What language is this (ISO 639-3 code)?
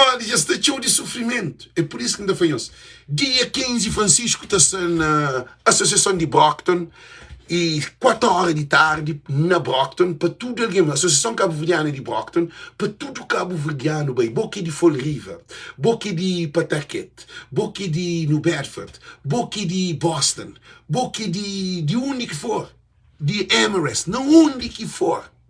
kea